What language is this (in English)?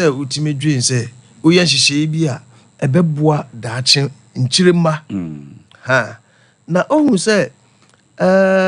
Akan